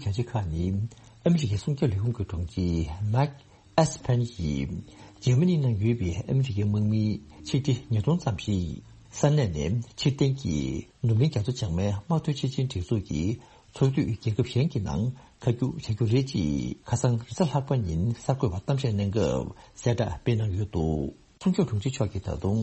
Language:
Tibetan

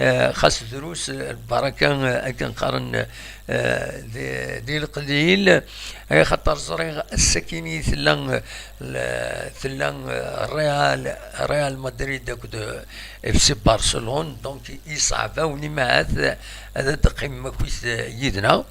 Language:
Kabyle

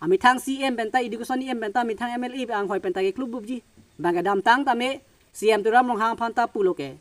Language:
Karbi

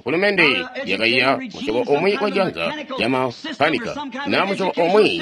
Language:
Tonga (Zambia)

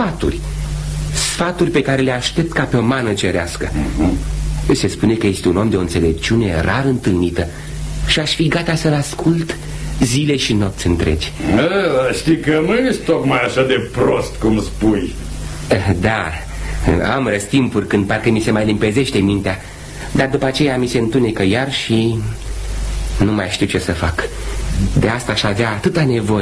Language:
Romanian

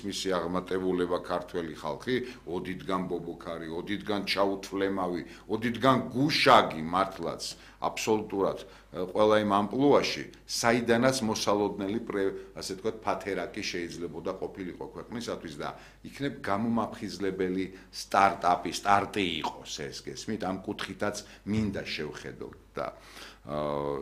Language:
Georgian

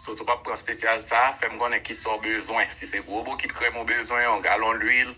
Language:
Haitian Creole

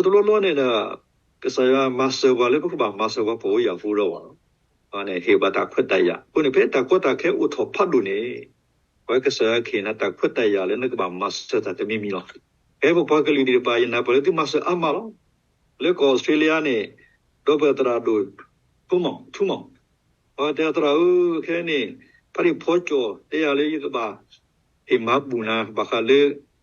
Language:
S'gaw Karen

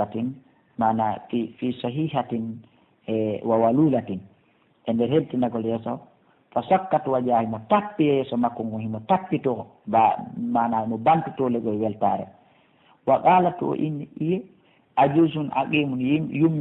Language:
Pular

